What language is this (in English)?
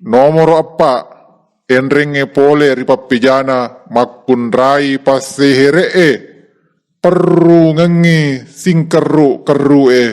Buginese